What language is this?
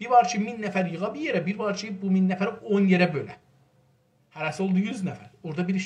South Azerbaijani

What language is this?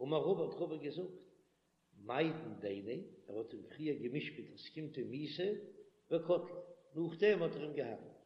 Yiddish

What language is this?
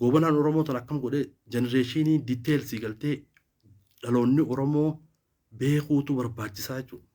Oromo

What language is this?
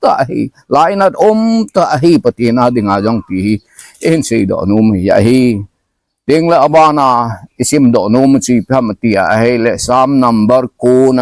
Thado Chin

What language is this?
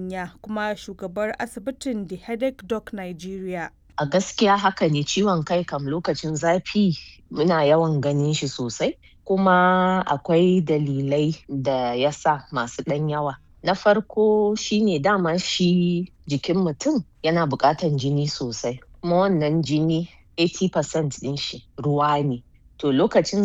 Hausa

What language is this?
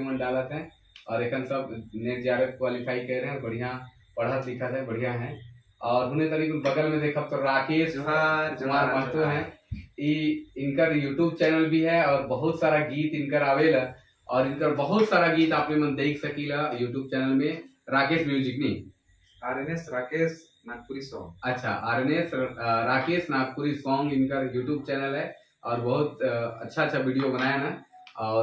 Sadri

